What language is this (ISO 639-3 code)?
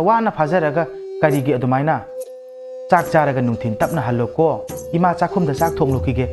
mni